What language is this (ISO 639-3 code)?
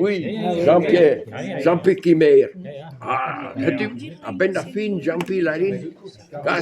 bre